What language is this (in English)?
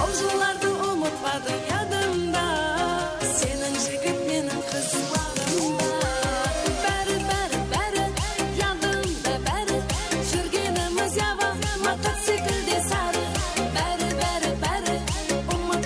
Kara-Kalpak